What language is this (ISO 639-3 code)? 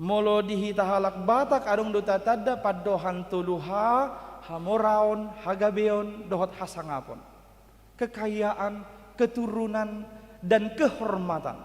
bbc